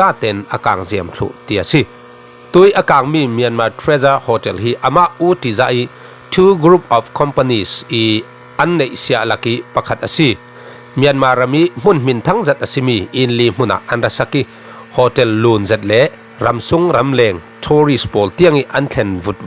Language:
Falam Chin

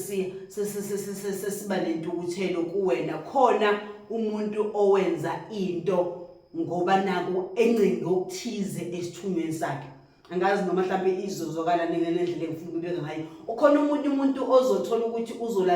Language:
Zulu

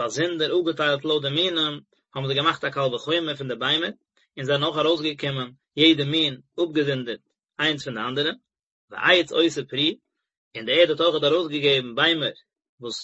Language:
Yiddish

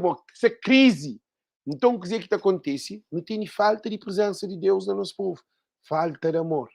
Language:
Kabuverdianu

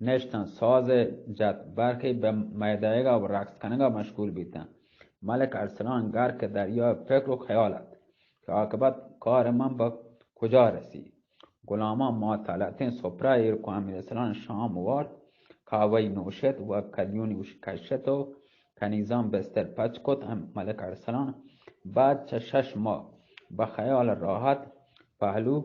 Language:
Eastern Balochi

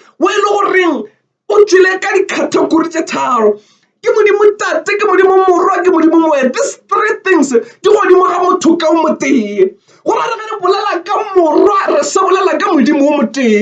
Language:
Northern Sotho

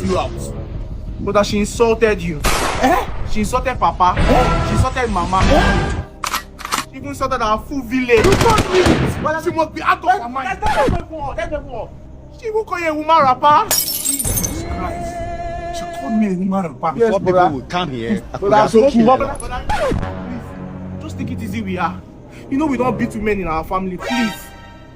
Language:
Nigerian Pidgin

